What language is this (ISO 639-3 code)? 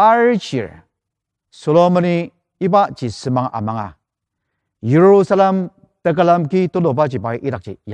njo